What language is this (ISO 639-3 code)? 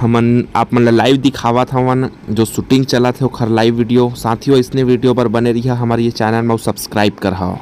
hne